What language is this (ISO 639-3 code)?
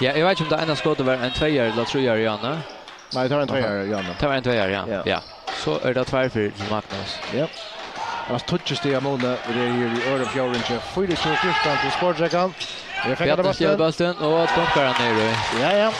fao